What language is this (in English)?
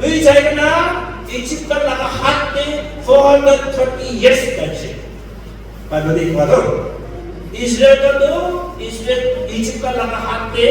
Naga Pidgin